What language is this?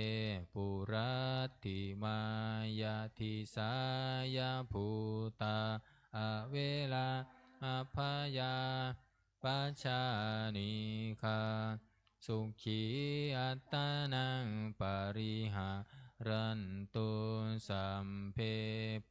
Pali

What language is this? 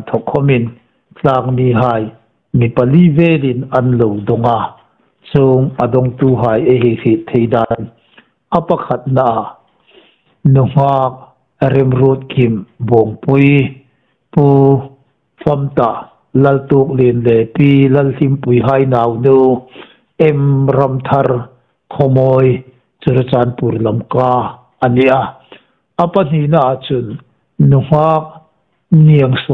Hmar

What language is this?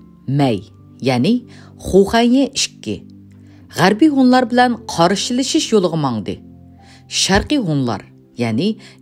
Uyghur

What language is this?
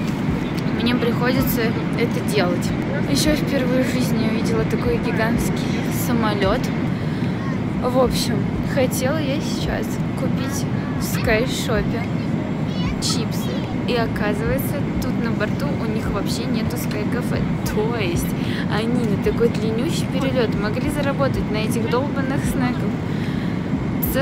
Russian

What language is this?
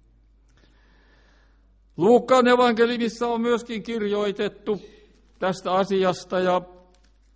Finnish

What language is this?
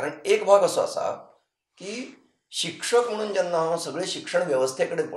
Konkani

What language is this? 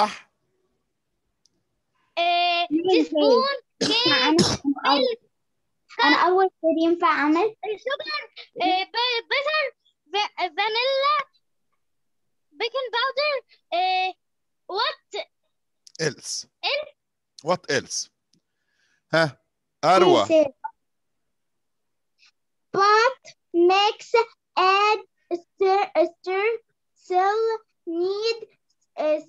Egyptian Arabic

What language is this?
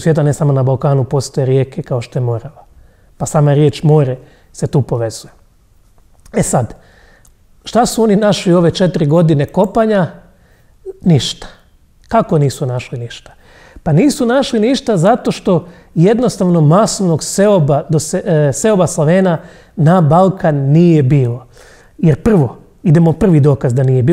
Croatian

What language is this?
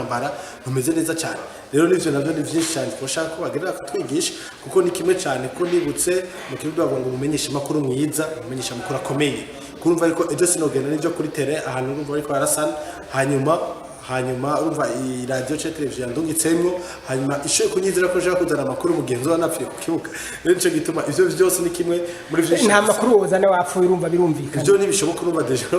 Rundi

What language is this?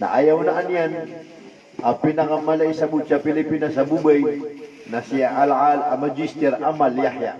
Maranao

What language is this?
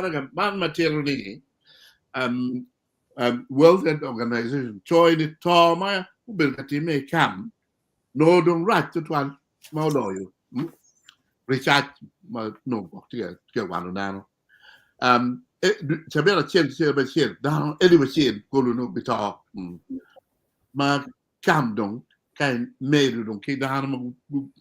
Acoli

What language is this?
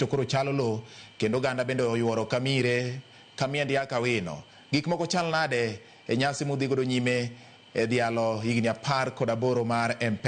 Luo (Kenya and Tanzania)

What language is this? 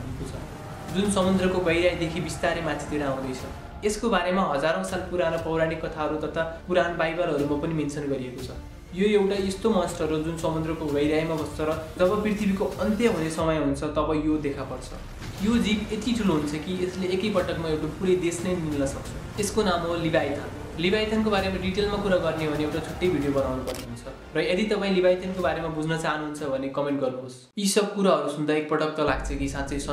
Nepali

